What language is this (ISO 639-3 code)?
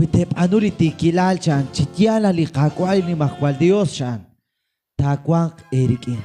kek